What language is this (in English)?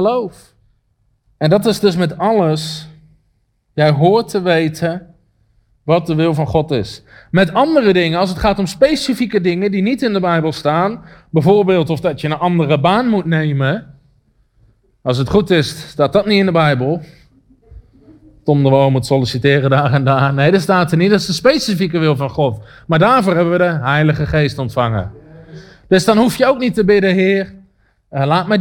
Dutch